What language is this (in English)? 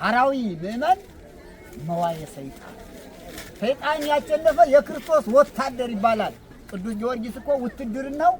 Amharic